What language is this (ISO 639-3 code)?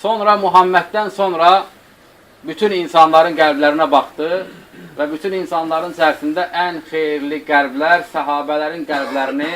aze